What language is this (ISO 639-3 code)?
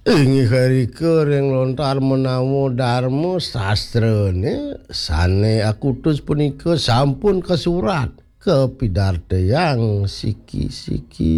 ban